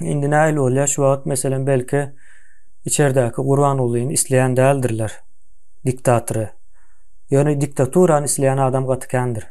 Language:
Turkmen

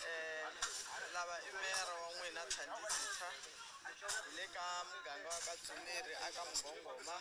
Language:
Tsonga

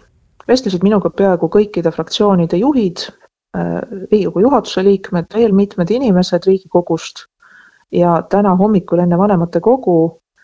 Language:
Estonian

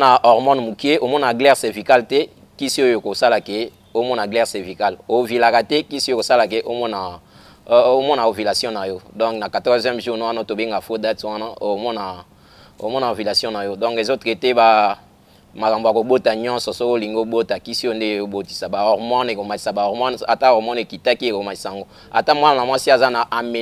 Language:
Lingala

